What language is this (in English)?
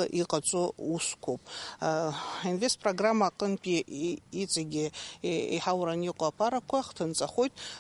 Abkhazian